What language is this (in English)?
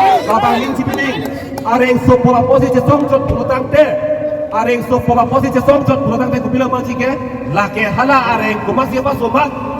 Karbi